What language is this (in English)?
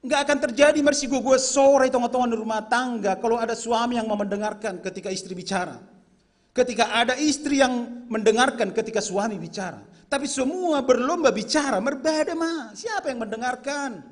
Batak Simalungun